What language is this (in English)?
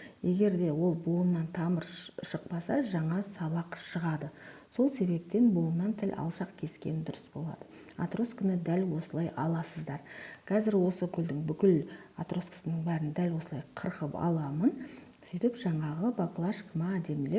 Kazakh